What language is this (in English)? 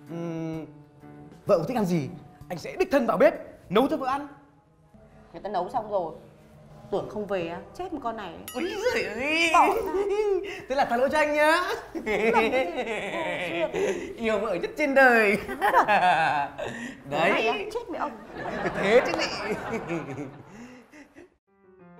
Vietnamese